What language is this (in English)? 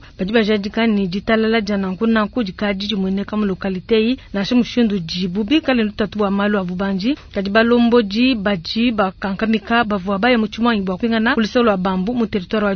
Luba-Lulua